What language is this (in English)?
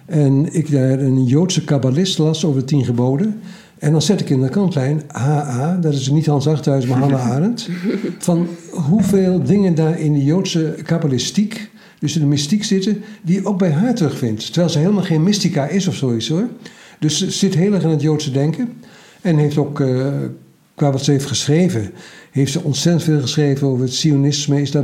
Dutch